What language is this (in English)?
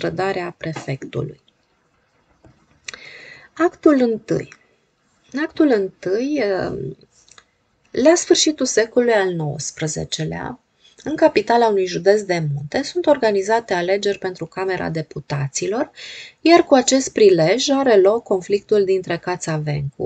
Romanian